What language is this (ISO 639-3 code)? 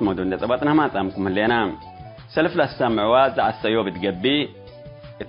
tig